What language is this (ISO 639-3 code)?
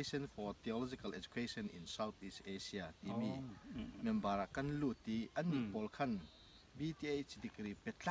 cfm